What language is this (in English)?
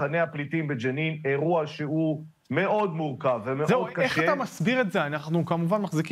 Hebrew